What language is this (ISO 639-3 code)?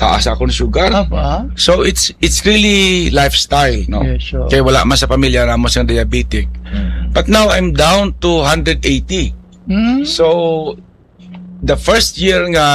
hil